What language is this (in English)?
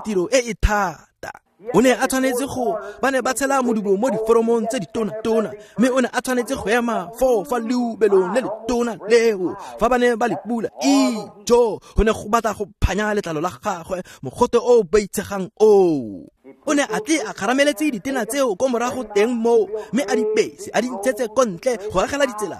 Tswana